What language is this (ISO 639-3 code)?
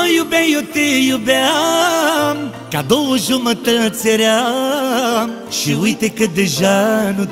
ron